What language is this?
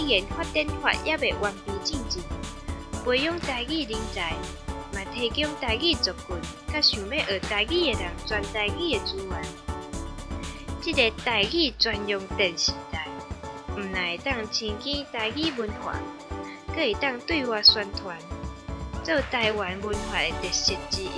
Min Nan Chinese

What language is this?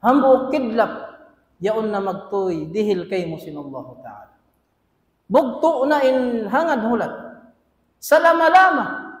Tausug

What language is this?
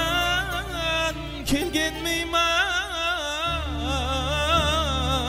Kara-Kalpak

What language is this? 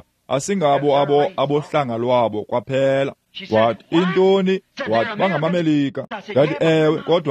Xhosa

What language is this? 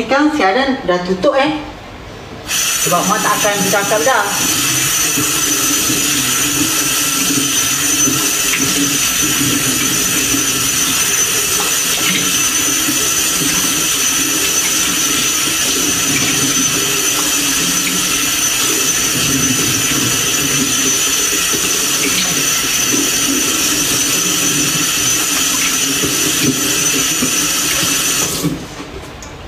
Malay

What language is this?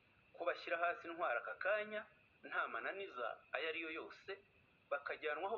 Kinyarwanda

